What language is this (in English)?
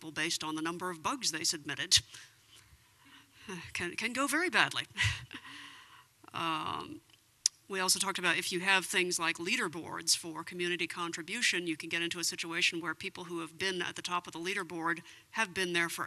English